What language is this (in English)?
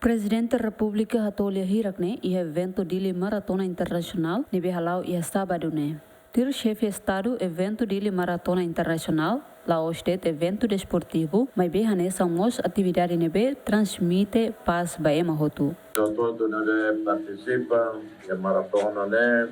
Tetum